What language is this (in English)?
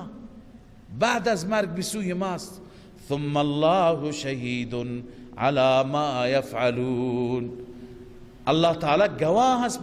Persian